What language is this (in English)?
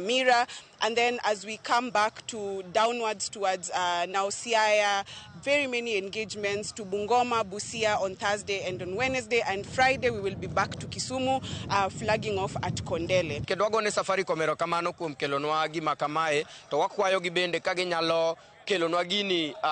Luo (Kenya and Tanzania)